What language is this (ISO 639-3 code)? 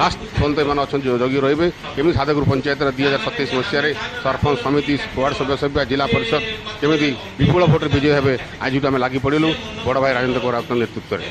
ori